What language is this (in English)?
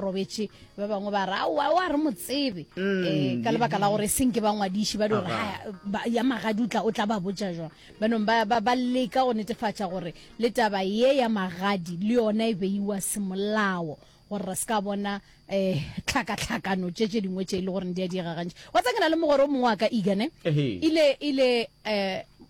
Northern Sotho